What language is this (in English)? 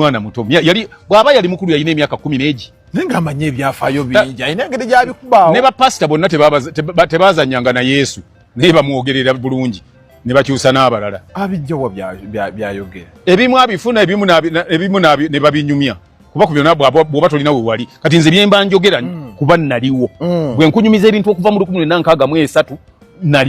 Ganda